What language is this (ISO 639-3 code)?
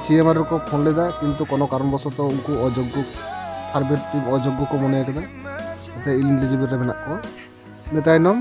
sat